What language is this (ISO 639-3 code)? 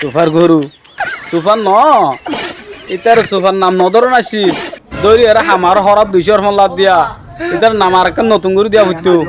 rhg